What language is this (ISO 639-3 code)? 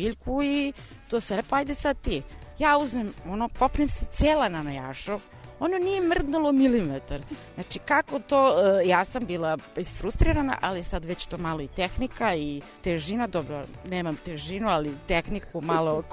srp